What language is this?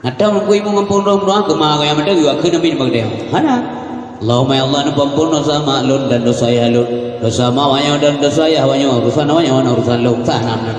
Achinese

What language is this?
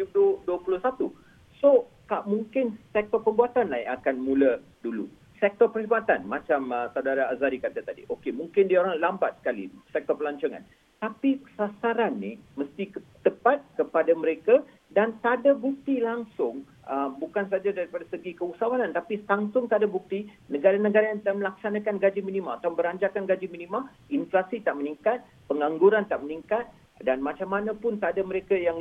Malay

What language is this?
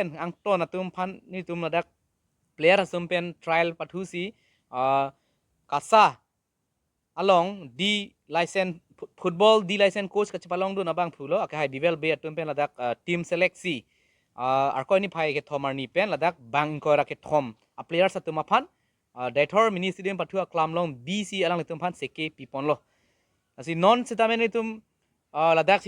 Karbi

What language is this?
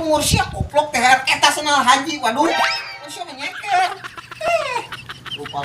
Sundanese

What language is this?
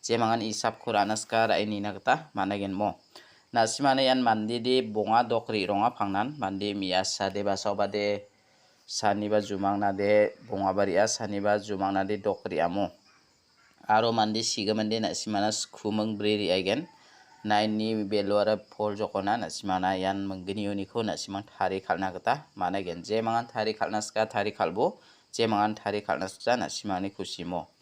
Garo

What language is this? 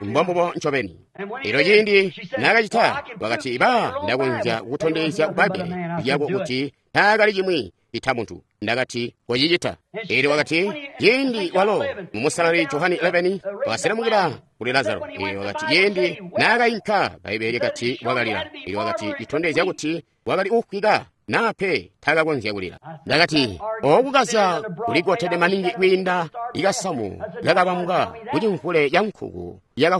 Tonga (Zambia)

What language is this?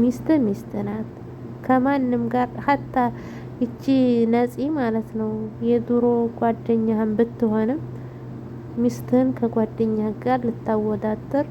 Amharic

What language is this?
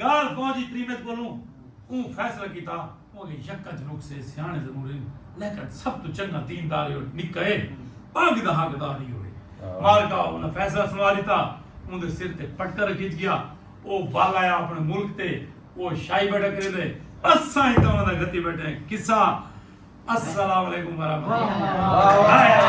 Saraiki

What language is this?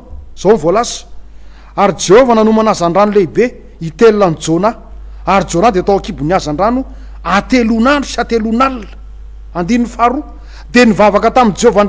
Malagasy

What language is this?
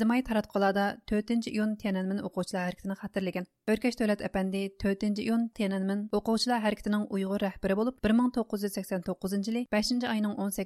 Uyghur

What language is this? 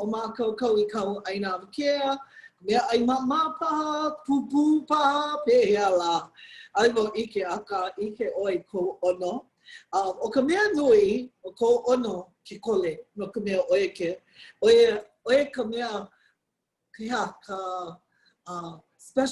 Hawaiian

